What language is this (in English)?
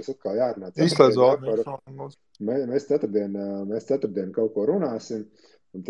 Latvian